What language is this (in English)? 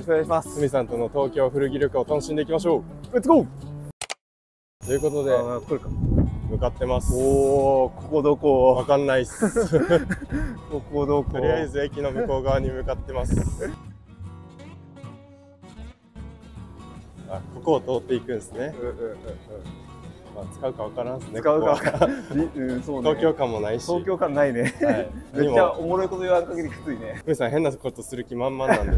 Japanese